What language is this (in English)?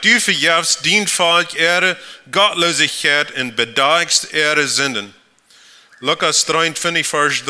Plautdietsch